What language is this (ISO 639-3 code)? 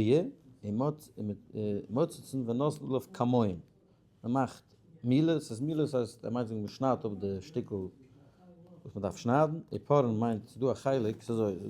yid